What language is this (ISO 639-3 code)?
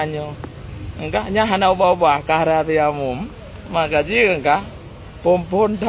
ace